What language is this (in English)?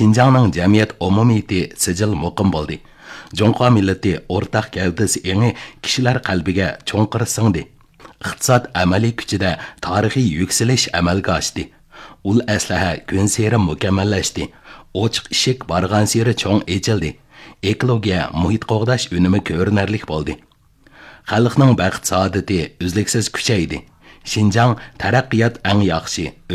Uyghur